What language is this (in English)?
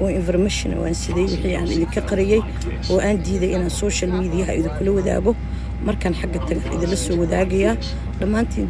Somali